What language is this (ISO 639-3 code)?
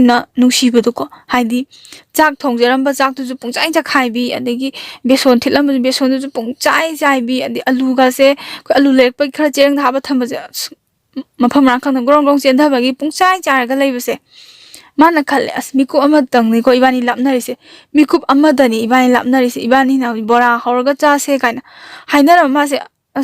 mni